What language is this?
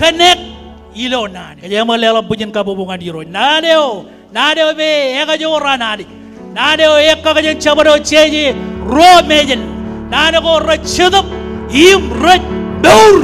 Marshallese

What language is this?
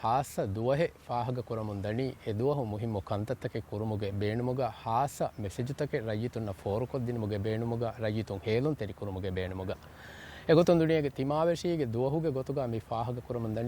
Divehi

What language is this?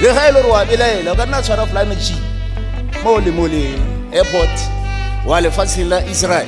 Northern Sotho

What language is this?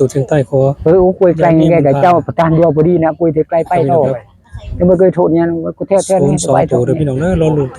Northeastern Thai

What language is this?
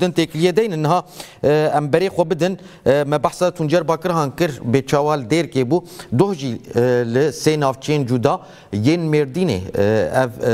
Kurdish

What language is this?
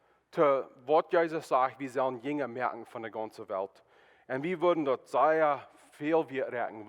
Plautdietsch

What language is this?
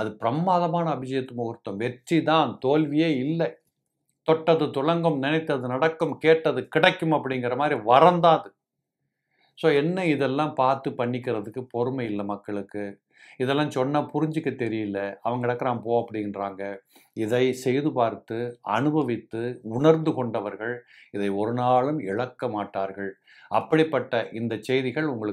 Tamil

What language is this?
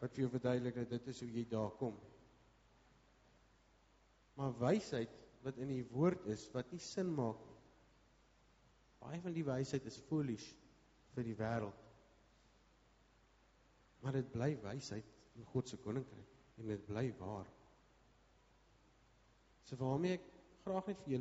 Afrikaans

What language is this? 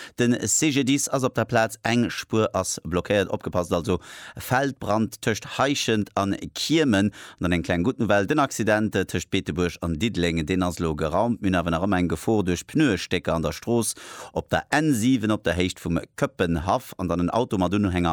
Luxembourgish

